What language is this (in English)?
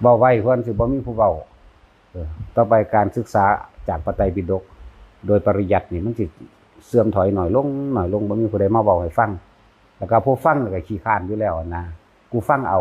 Northeastern Thai